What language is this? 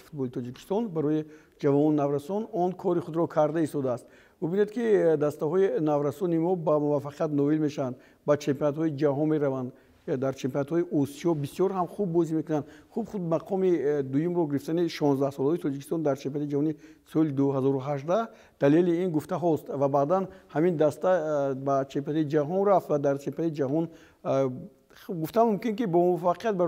Tajik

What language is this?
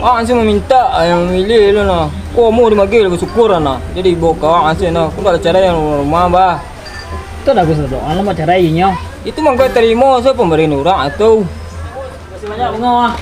Minangkabau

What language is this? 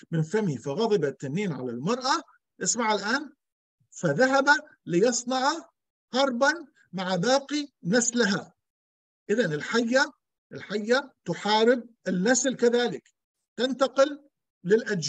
Arabic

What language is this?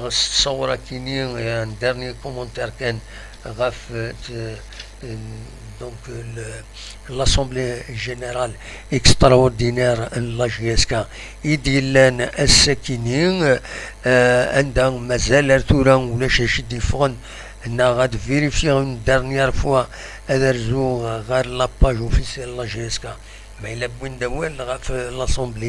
Kabyle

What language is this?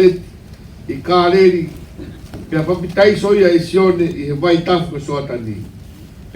Tongan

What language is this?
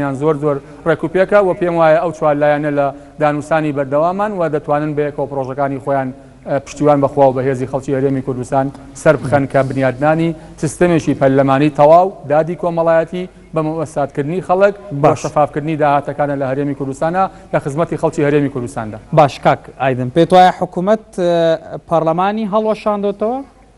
Central Kurdish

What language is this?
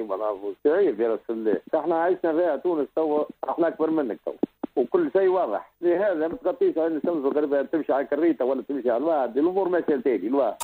Tunisian Arabic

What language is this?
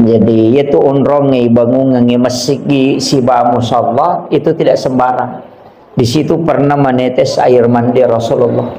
Buginese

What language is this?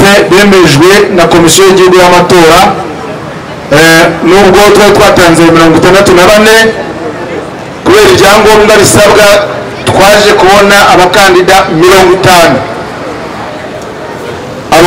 Kinyarwanda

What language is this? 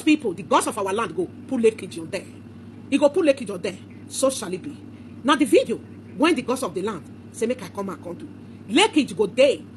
Nigerian Pidgin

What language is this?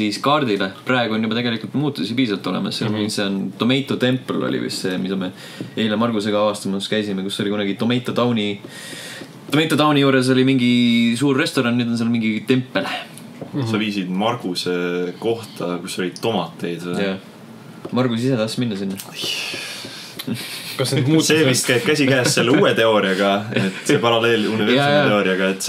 Estonian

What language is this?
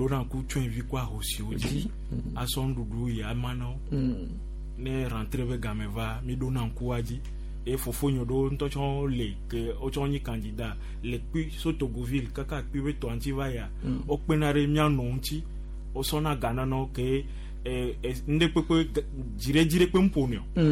Gen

